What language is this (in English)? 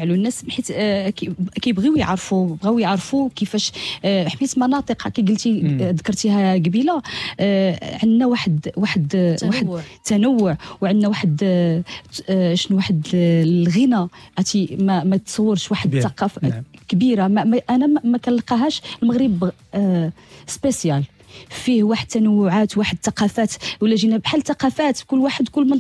Moroccan Arabic